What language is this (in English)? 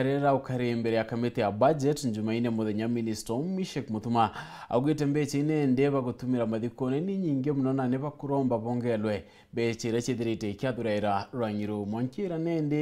Meru